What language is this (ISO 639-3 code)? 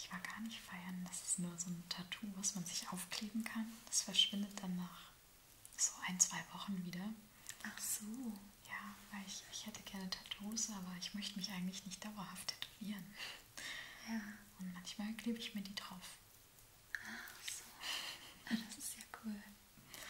deu